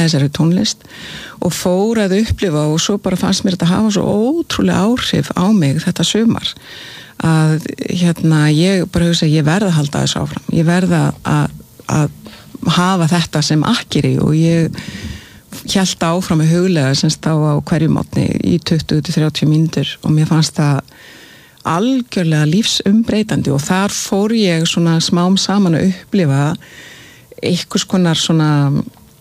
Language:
Icelandic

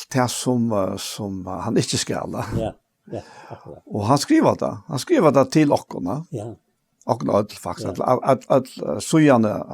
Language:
Faroese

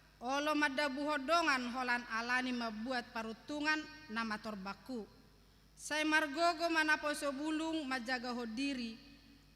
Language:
Batak Toba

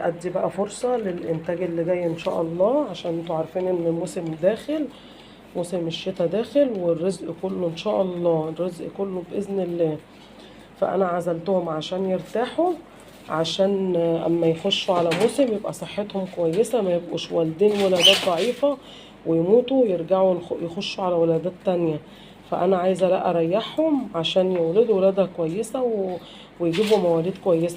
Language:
Egyptian Arabic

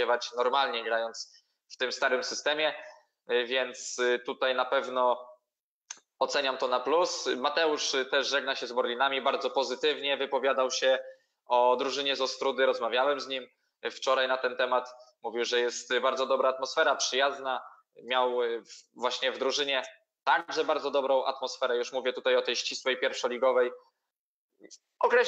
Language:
Polish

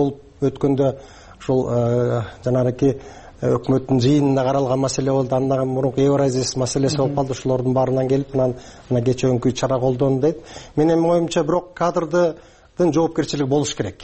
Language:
Kyrgyz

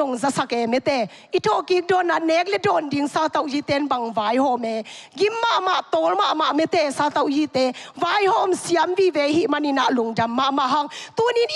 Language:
Tedim Chin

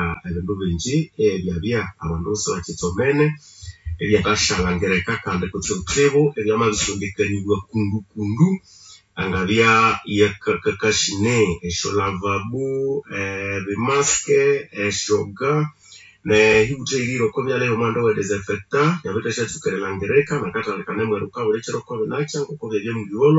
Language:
Nande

